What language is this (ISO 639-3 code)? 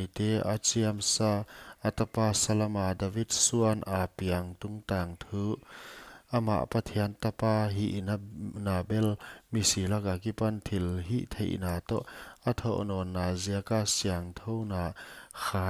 pck